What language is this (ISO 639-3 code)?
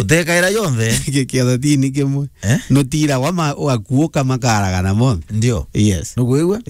mer